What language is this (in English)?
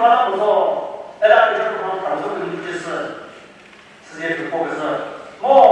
Chokri Naga